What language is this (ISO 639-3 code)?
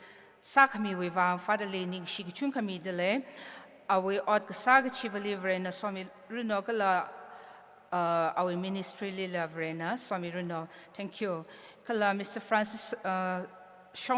nmf